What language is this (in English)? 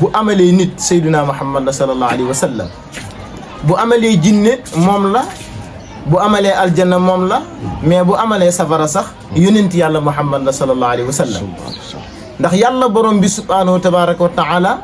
Wolof